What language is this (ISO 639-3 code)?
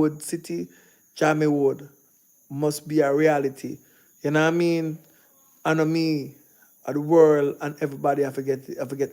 jam